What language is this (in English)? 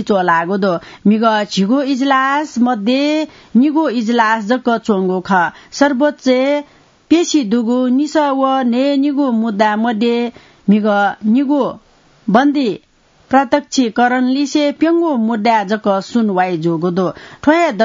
Newari